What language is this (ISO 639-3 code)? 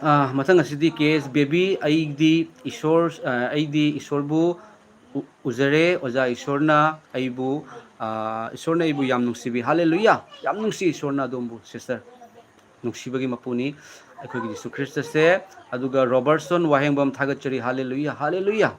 mni